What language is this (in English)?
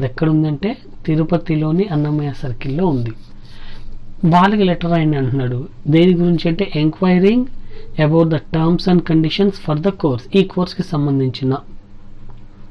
Telugu